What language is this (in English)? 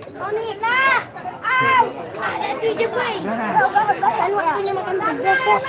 Banjar